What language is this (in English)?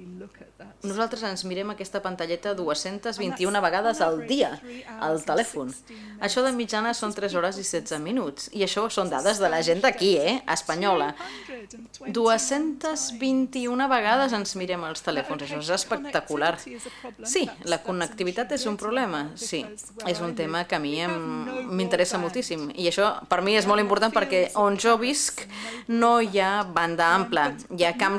Catalan